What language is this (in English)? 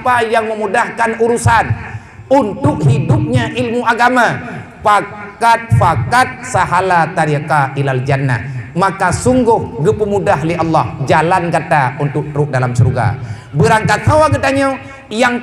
Achinese